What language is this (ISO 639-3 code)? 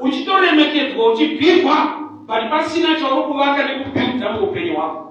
sna